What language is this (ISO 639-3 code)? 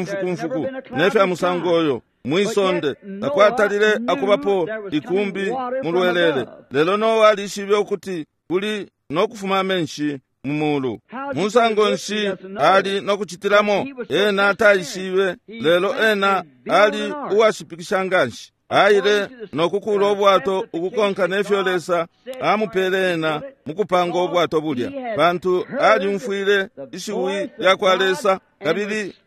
bem